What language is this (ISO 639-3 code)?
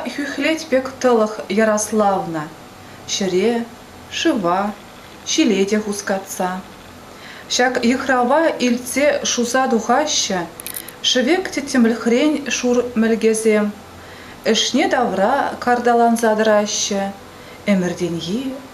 chv